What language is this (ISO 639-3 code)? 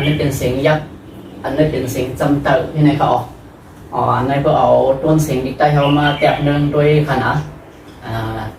shn